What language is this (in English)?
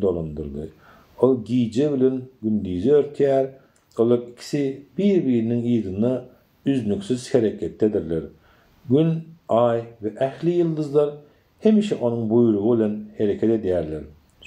Turkmen